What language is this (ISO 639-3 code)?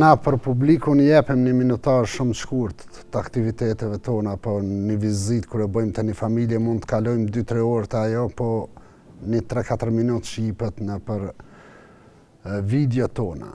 sqi